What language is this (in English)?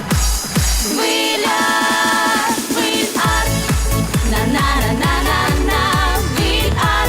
Udmurt